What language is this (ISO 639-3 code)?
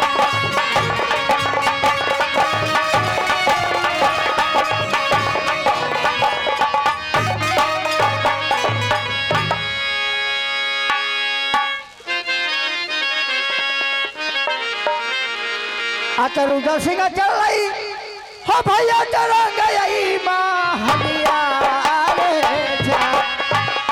bho